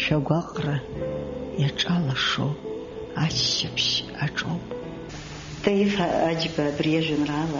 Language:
Abkhazian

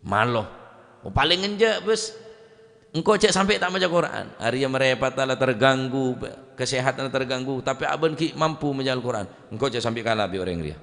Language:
Madurese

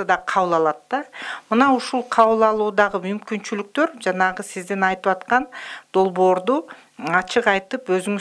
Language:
Kyrgyz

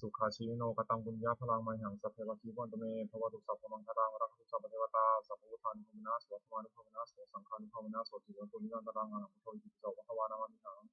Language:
Pali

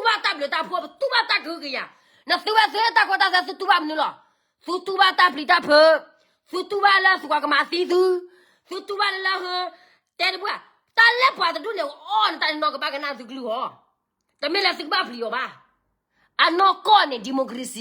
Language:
S'gaw Karen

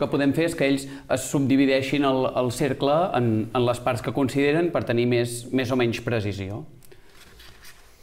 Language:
Catalan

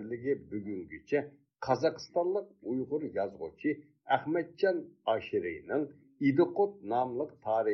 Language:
Uyghur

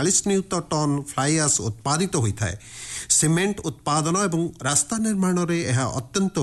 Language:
Odia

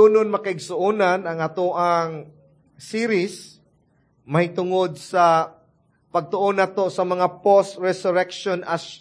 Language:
Cebuano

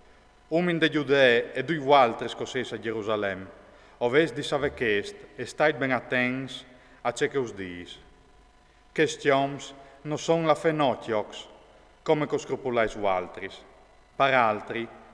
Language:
Friulian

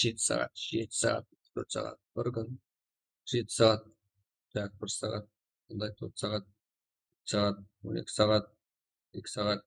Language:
Kara-Kalpak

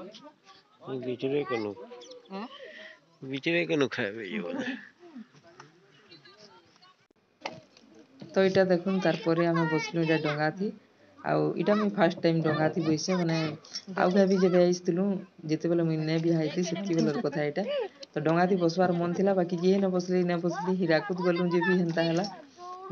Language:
Sambalpuri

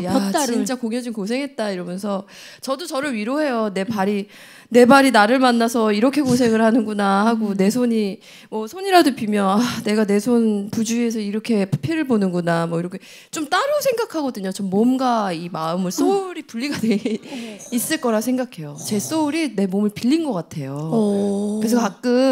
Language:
Korean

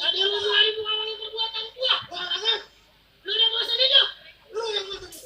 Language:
Betawi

